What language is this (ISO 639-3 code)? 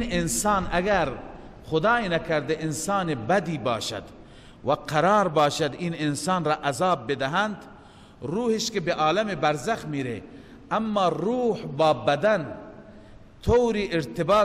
fas